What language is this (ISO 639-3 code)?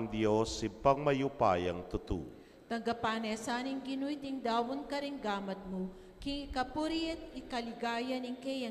pam